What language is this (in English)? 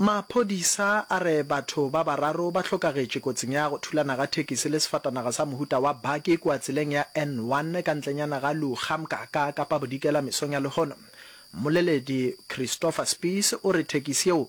Northern Sotho